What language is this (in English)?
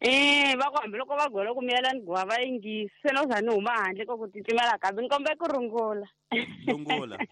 Tsonga